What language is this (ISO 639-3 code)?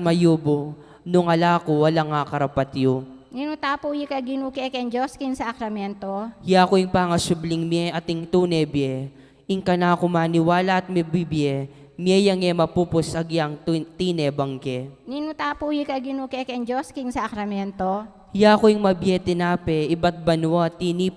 pam